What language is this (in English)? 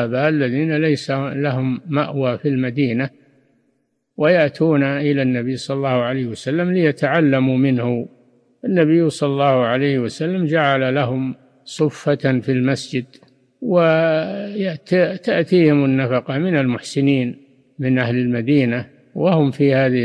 Arabic